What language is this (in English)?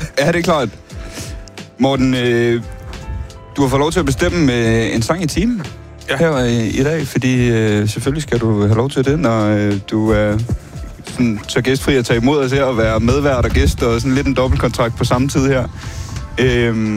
Danish